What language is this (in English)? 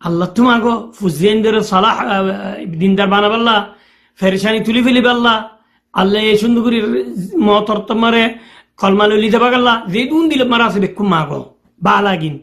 Rohingya